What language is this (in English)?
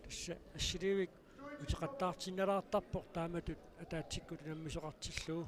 Kalaallisut